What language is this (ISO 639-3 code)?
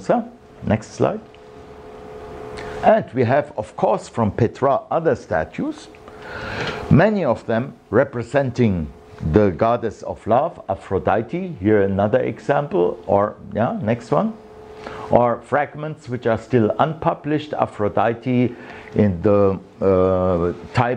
eng